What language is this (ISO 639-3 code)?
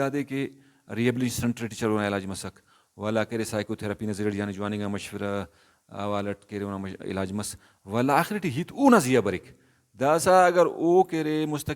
brh